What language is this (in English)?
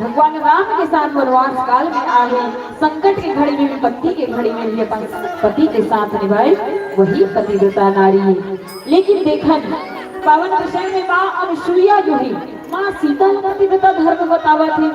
Chhattisgarhi